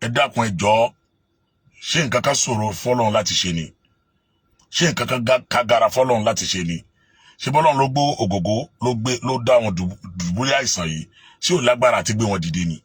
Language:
Yoruba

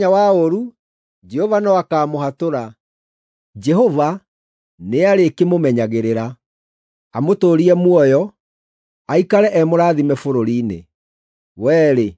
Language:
Kikuyu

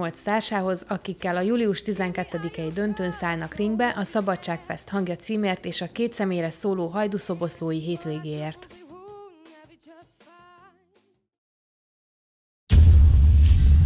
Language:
Hungarian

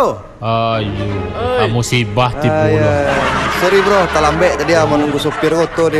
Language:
Minangkabau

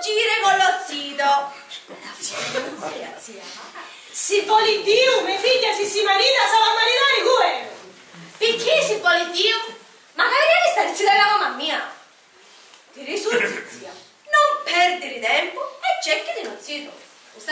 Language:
Sicilian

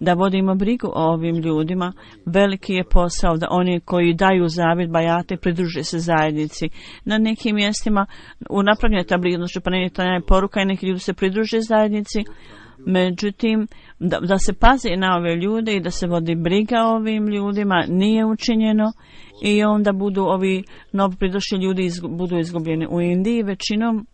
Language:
Bosnian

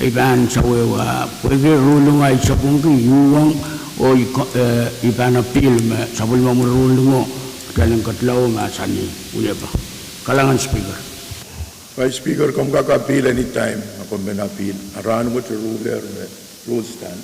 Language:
Pohnpeian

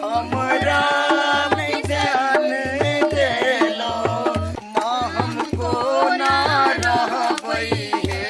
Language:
Maithili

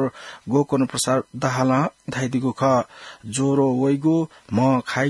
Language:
Newari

